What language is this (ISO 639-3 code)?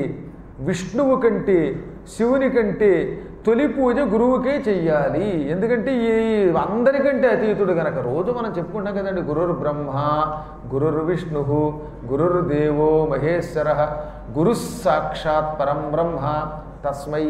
tel